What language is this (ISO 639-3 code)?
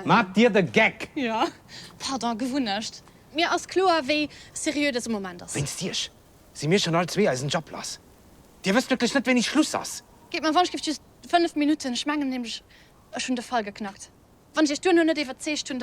ltz